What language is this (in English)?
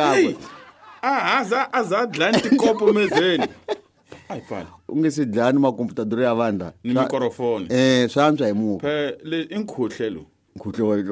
Tsonga